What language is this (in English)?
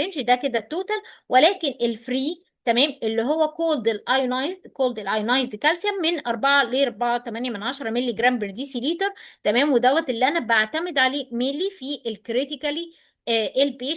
Egyptian Arabic